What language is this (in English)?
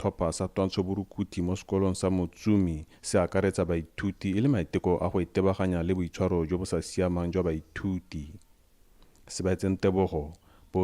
Tswana